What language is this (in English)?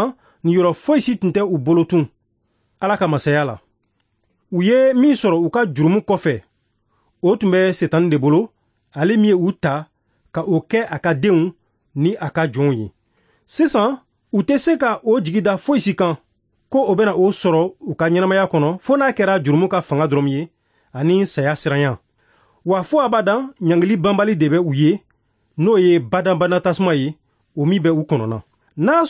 Bambara